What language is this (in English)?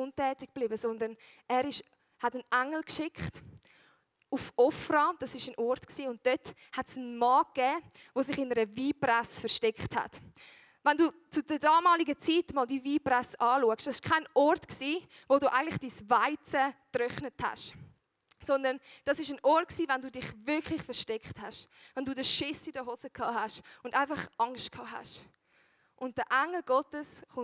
Swiss German